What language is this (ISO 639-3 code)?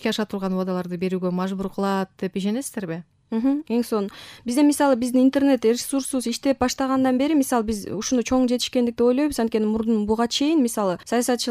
kir